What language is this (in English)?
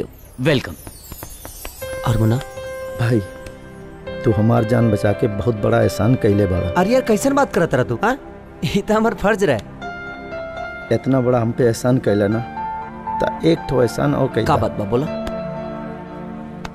Bhojpuri